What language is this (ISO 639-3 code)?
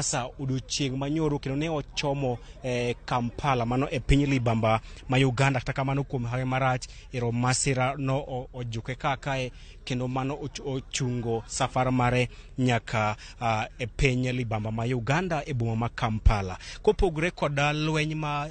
luo